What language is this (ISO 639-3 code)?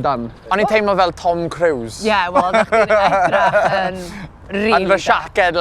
cym